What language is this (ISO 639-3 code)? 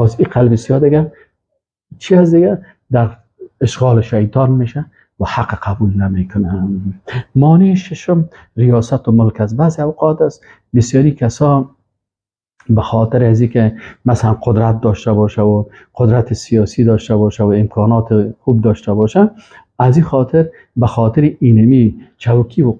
fas